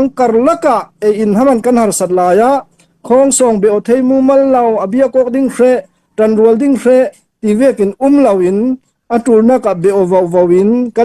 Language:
Falam Chin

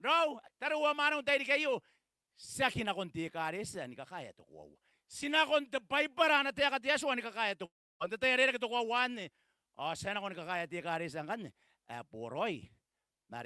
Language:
Gilbertese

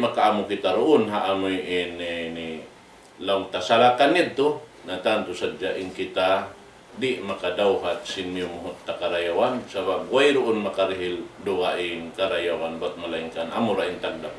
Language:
Tausug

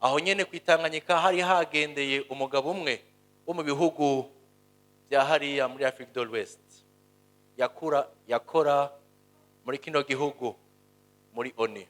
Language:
Rundi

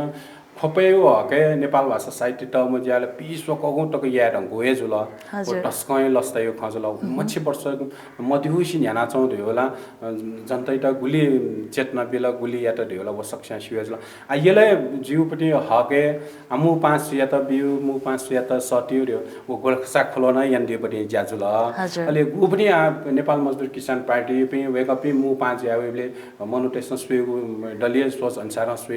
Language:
Newari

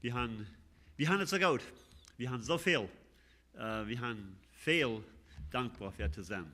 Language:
Plautdietsch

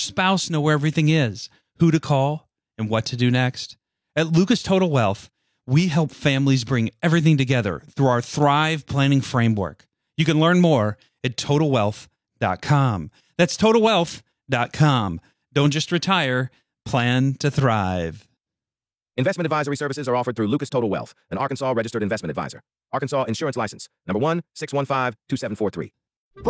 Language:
English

